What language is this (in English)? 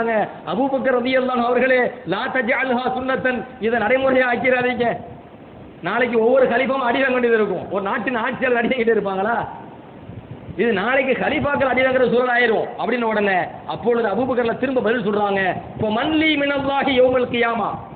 Tamil